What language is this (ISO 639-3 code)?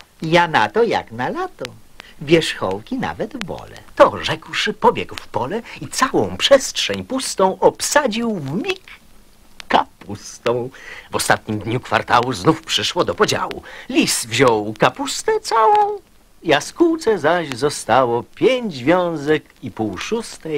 pol